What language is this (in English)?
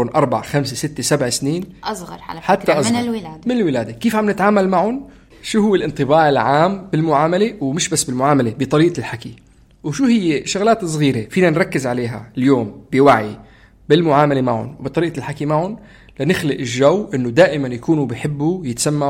North Levantine Arabic